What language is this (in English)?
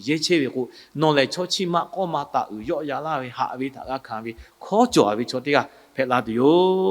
Lahu